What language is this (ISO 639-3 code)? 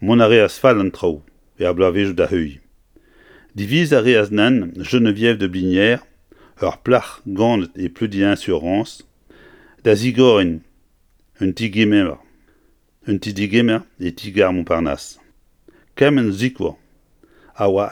bre